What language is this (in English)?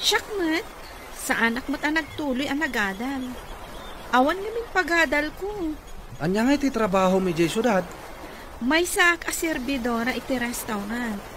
Iloko